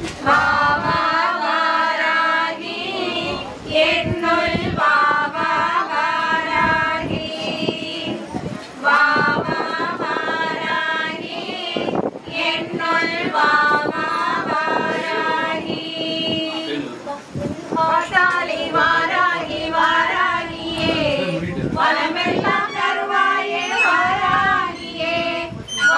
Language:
Tamil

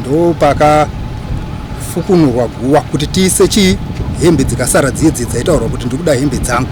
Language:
Shona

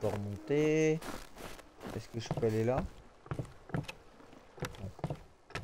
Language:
French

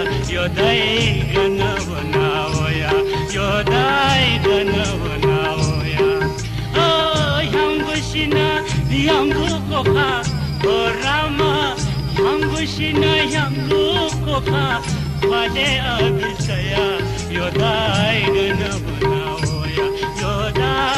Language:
Newari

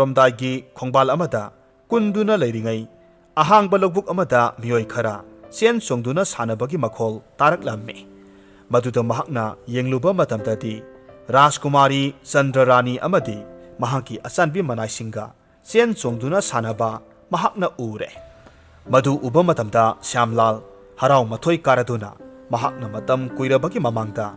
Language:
Manipuri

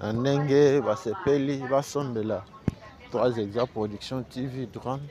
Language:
Lingala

